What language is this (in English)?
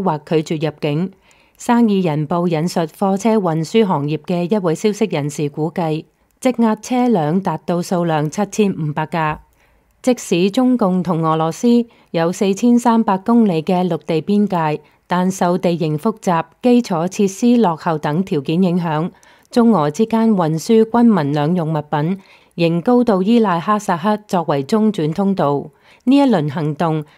Cantonese